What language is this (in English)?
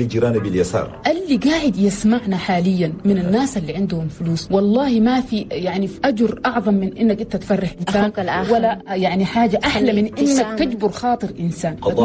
Chadian Arabic